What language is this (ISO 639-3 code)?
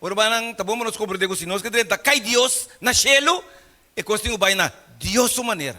pap